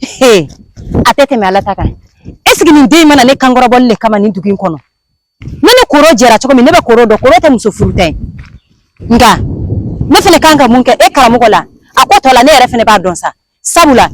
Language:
Bambara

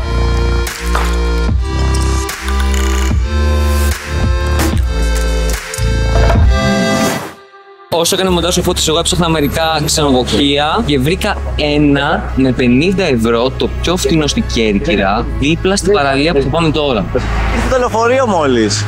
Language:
Greek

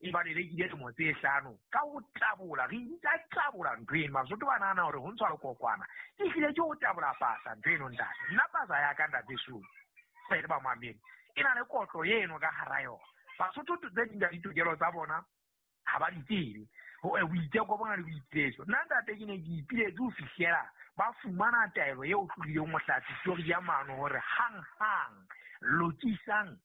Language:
Southern Sotho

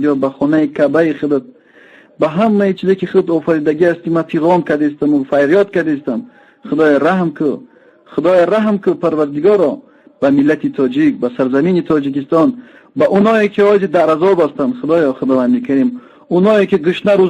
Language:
Tajik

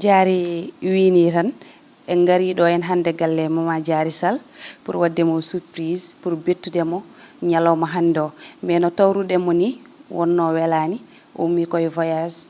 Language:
Fula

